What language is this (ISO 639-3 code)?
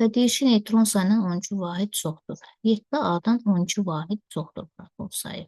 aze